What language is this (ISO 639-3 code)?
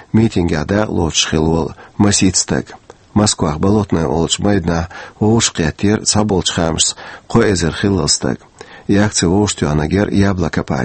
che